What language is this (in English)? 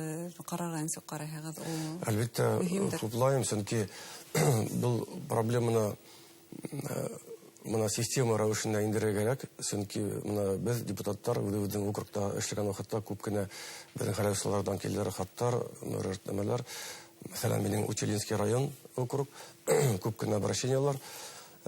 Bashkir